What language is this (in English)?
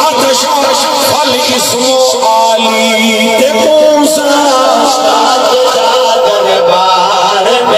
Saraiki